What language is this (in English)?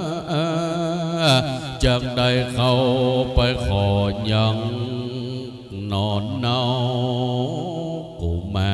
Thai